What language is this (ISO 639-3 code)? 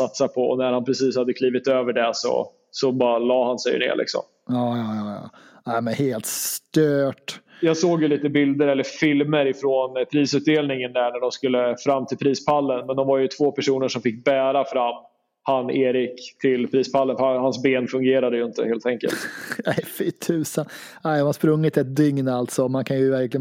swe